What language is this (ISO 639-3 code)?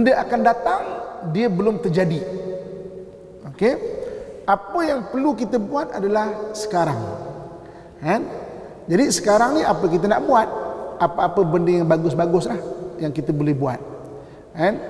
msa